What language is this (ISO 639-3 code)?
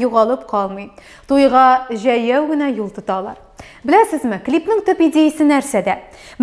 tat